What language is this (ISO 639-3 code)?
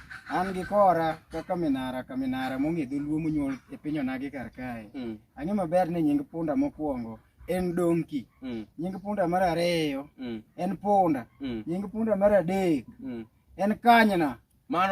luo